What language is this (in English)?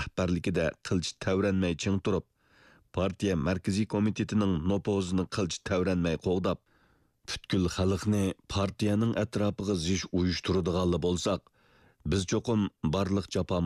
Uyghur